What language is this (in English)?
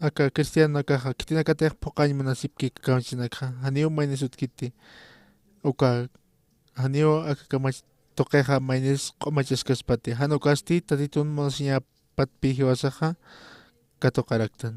Aymara